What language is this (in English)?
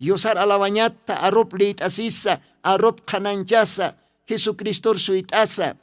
Aymara